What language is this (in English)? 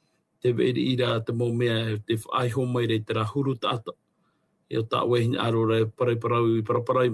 Tahitian